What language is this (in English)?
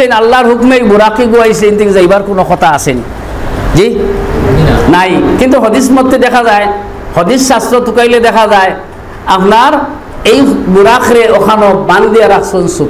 Sylheti